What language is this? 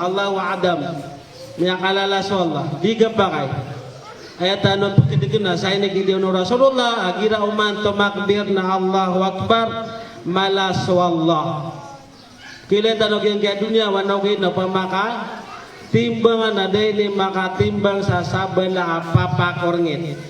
Maranao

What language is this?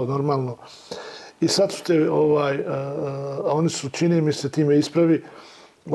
Bosnian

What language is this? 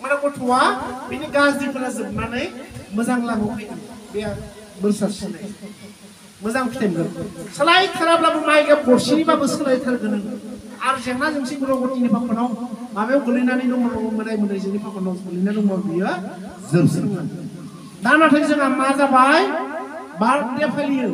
Bodo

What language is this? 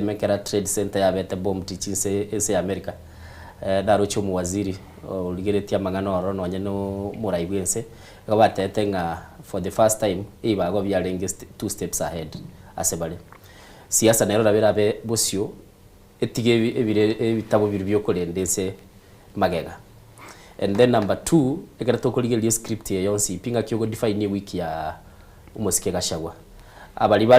Gusii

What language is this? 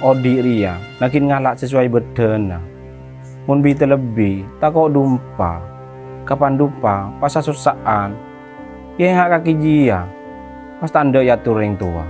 Madurese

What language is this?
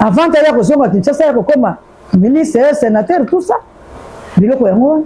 Lingala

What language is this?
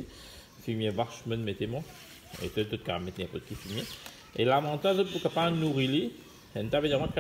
Morisyen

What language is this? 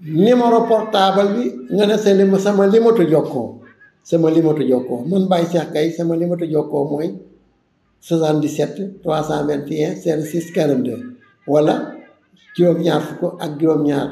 Wolof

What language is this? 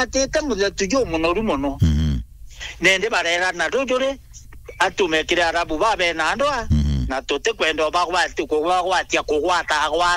Meru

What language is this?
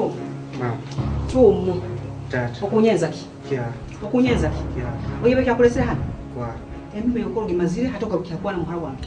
Nyoro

